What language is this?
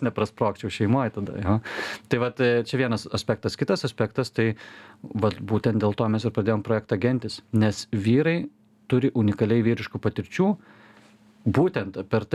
Lithuanian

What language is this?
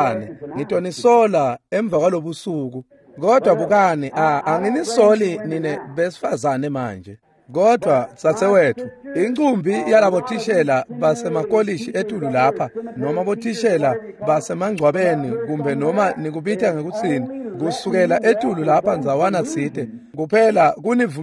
Swati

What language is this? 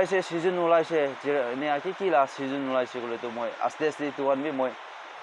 Naga Pidgin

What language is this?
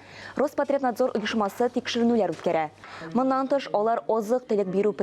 Tatar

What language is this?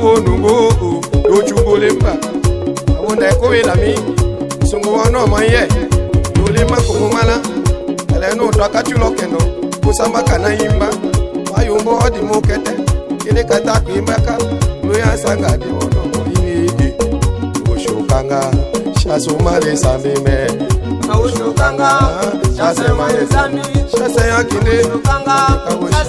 Tetela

